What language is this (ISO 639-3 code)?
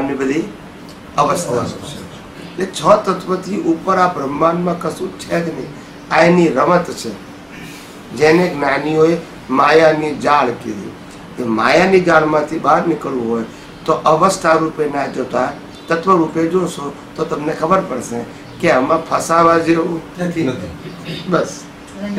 guj